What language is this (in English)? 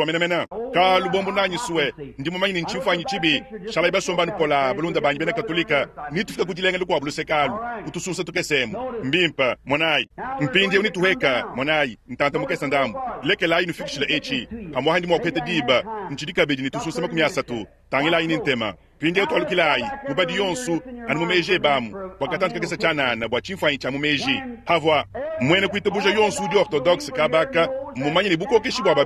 Luba-Lulua